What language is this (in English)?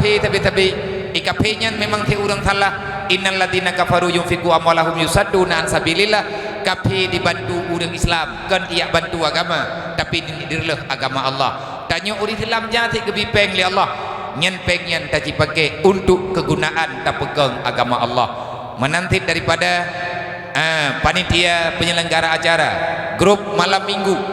Achinese